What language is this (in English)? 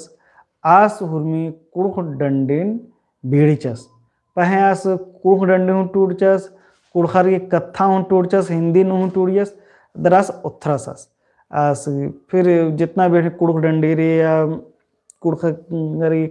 Kurukh